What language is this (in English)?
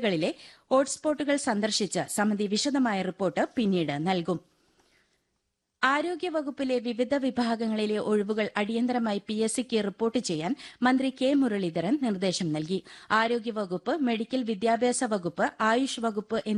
Malayalam